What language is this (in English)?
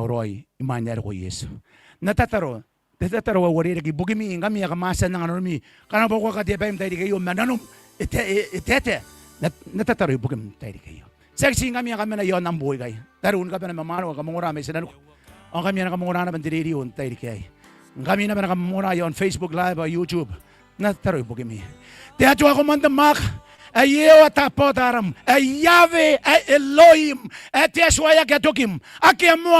Gilbertese